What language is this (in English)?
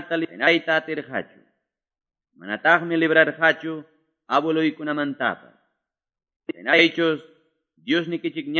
Quechua